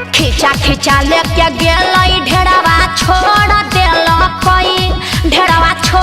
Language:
Magahi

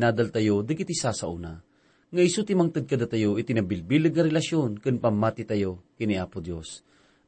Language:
Iloko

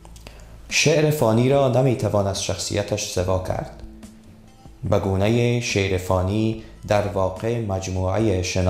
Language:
Persian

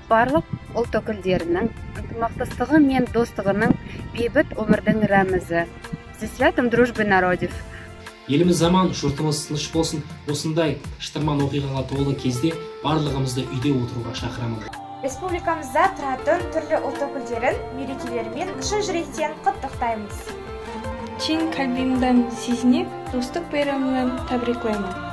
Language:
Kazakh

